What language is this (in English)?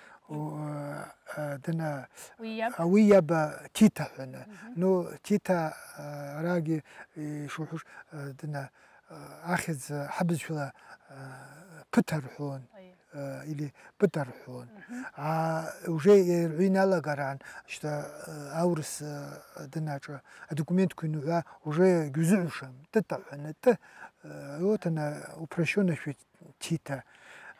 Abkhazian